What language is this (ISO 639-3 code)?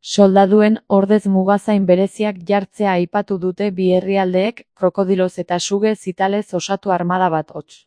eus